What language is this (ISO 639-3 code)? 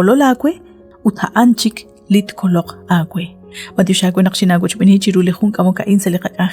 kek